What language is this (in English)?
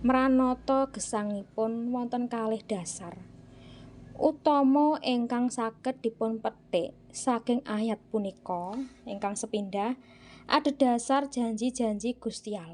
Javanese